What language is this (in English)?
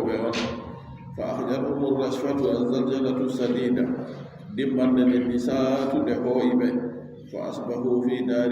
Adamawa Fulfulde